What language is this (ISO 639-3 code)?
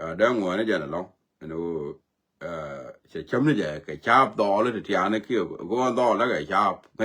nus